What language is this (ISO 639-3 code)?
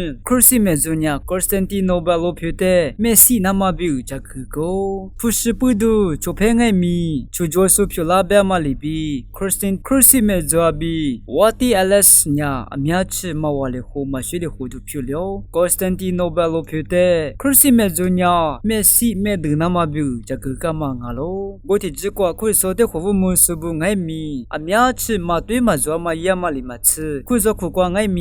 lis